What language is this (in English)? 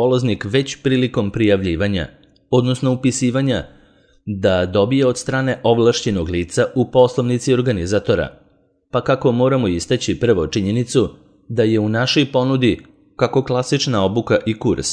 Serbian